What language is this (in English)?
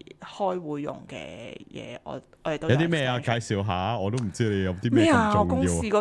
Cantonese